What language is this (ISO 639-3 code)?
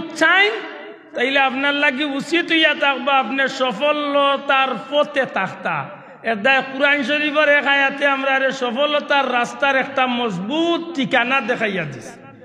syl